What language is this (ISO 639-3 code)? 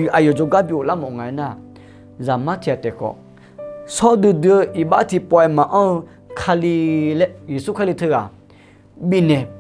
ahk